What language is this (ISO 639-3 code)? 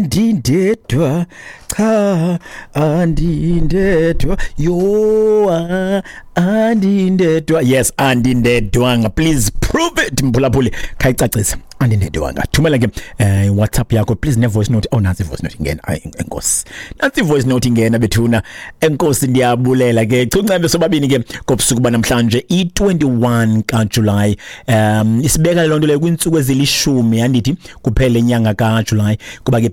xho